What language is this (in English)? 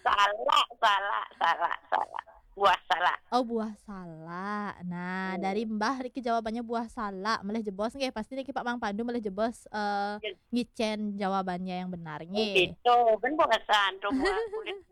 Balinese